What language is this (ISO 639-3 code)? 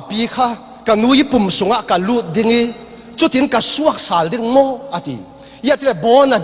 cfm